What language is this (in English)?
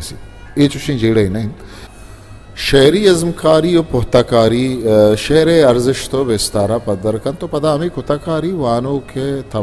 Eastern Balochi